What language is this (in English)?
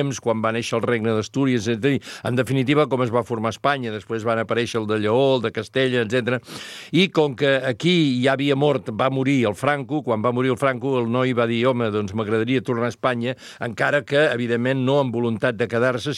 Catalan